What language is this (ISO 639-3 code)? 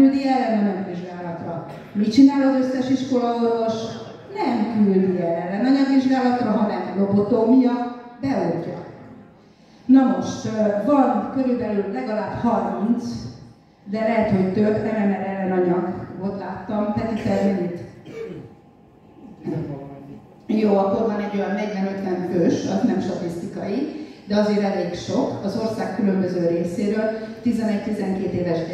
hun